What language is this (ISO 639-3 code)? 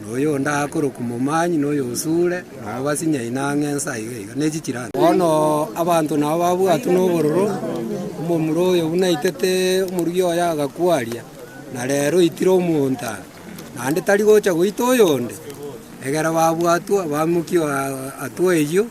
guz